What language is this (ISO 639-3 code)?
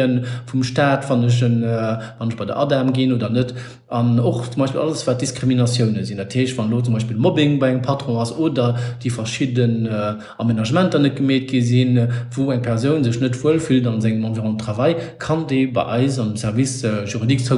ltz